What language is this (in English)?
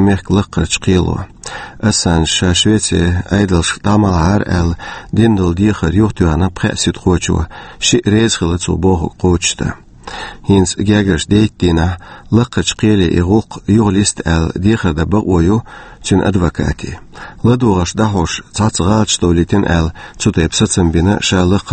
Chechen